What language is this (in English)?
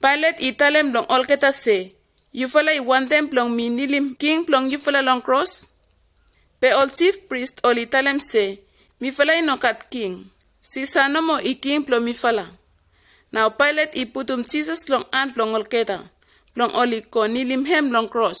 Bislama